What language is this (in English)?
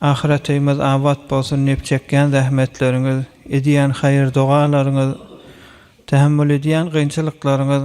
Turkmen